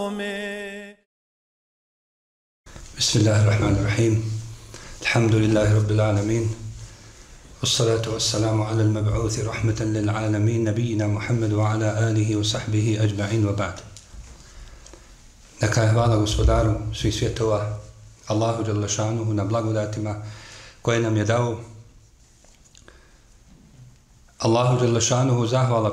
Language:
Bosnian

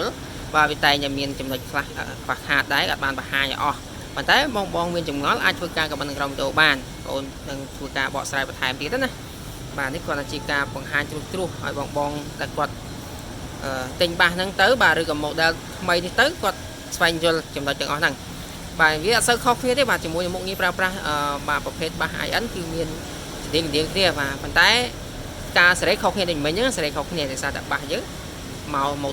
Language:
Khmer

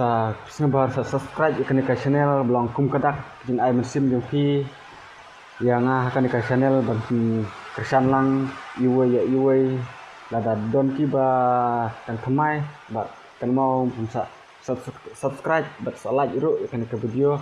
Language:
Khasi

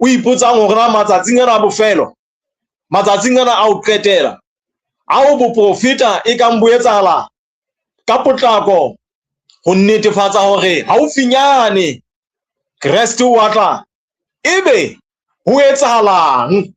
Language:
Southern Sotho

